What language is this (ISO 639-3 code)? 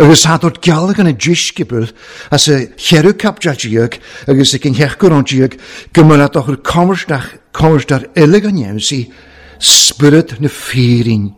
cym